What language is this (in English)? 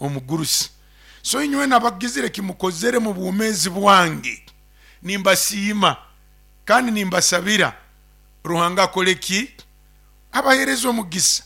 Nyoro